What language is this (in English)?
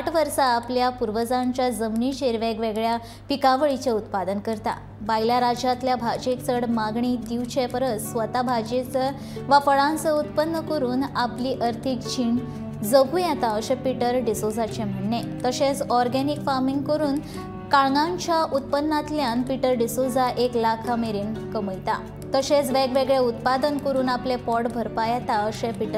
Konkani